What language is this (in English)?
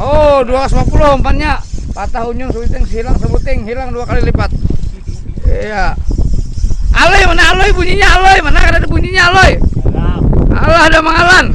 Banjar